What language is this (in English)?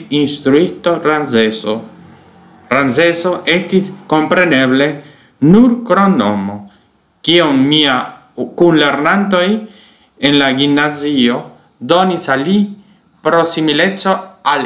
Esperanto